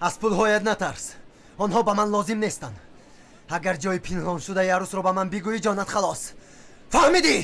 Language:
Tajik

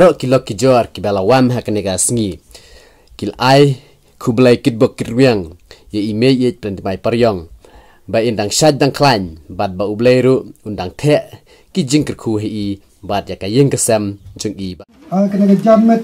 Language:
Khasi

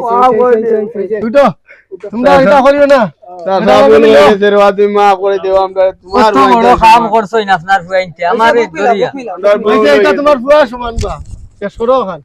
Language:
Sylheti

